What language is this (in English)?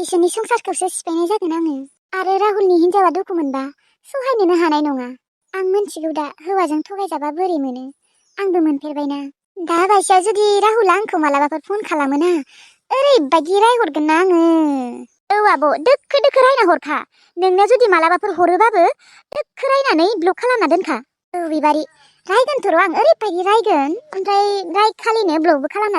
Bodo